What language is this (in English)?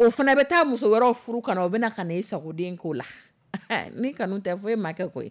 Dyula